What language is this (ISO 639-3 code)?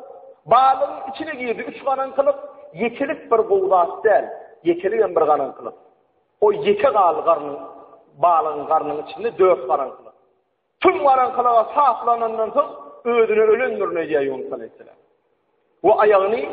tuk